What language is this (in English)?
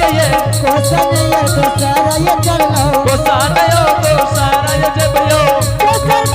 Angika